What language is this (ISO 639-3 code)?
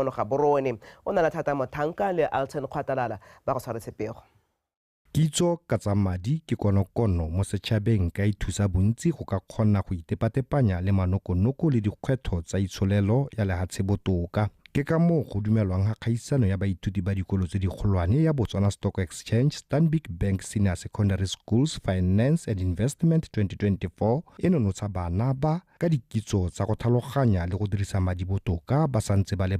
tsn